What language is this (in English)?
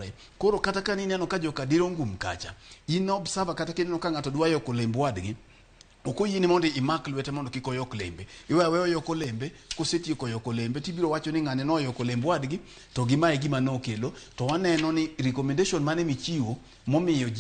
Luo (Kenya and Tanzania)